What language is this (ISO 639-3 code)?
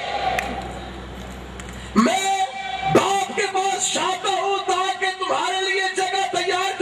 urd